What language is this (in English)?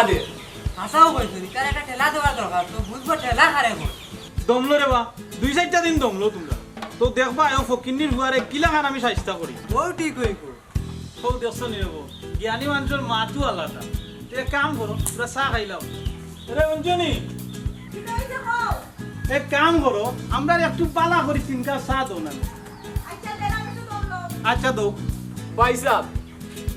Sylheti